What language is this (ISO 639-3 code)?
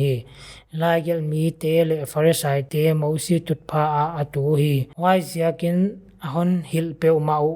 pck